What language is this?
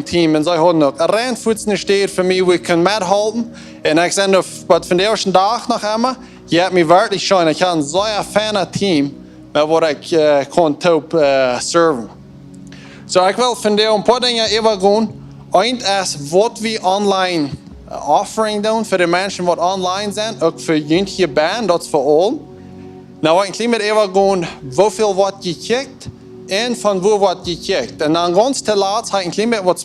Plautdietsch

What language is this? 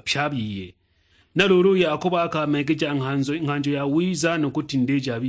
Sukuma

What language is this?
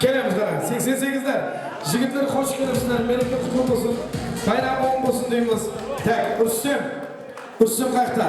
Kara-Kalpak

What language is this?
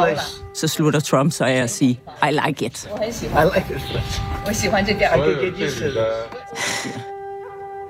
Danish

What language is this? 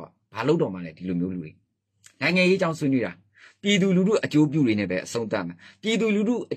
Burmese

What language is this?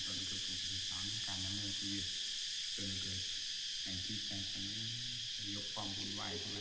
Lao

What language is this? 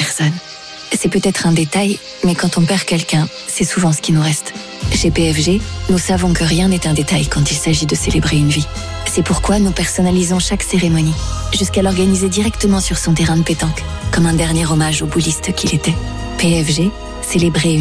French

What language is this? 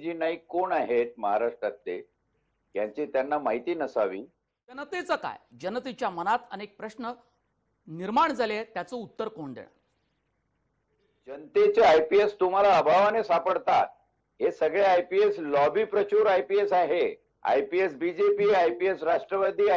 Marathi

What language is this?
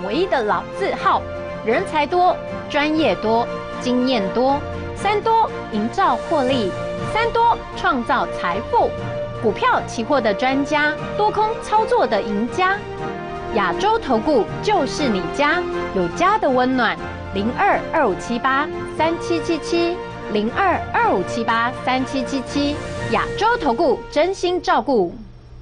Chinese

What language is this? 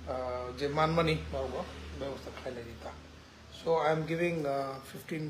Kok Borok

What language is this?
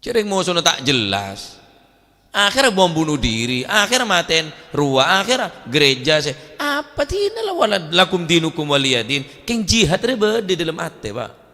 Madurese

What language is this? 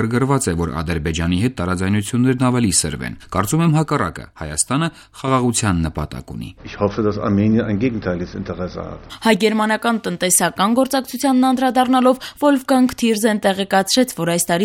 Armenian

